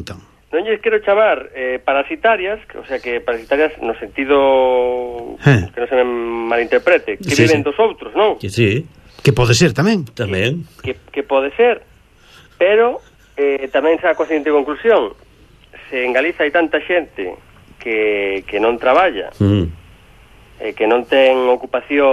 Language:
Galician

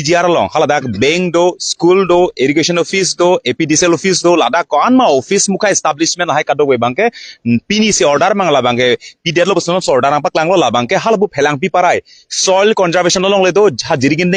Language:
Karbi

